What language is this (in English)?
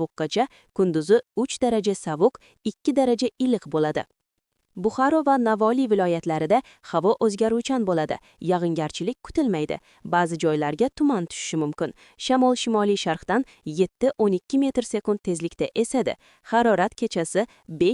Uzbek